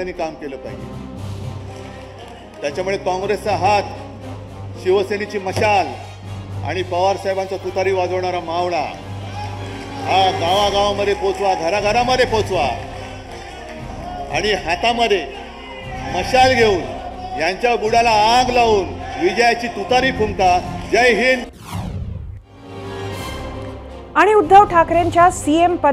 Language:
Marathi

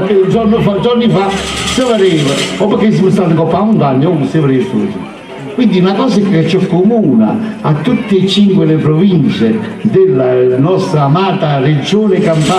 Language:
Neapolitan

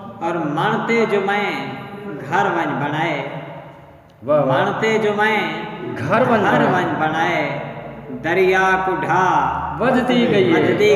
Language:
Saraiki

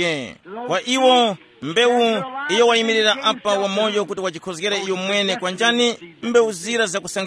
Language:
Tumbuka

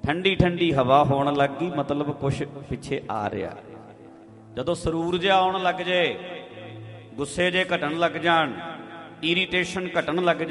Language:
Punjabi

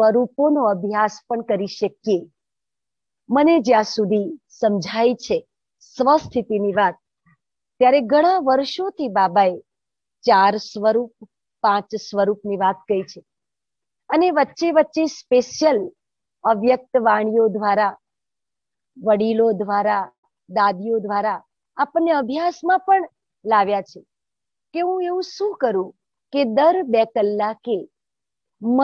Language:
Gujarati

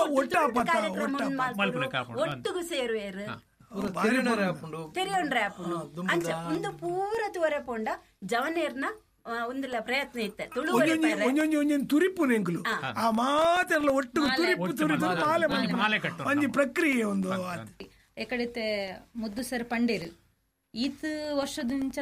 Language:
Tulu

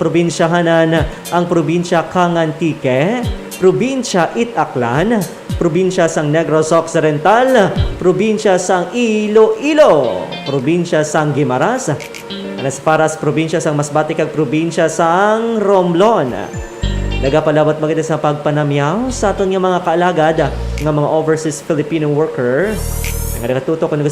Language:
Hiligaynon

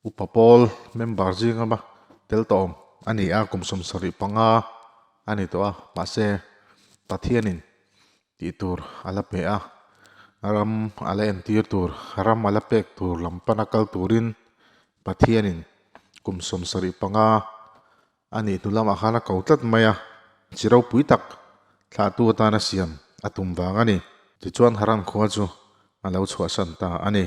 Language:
Mizo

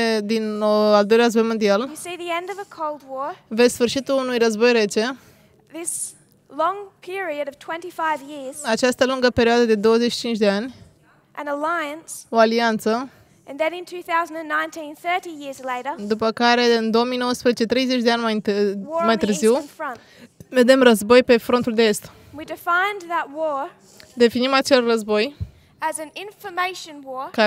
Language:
Romanian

